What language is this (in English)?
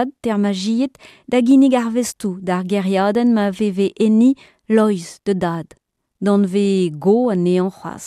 Breton